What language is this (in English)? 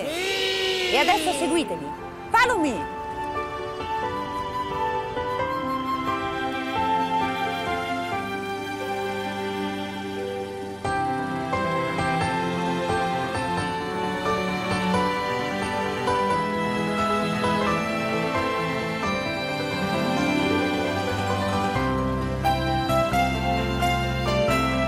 Italian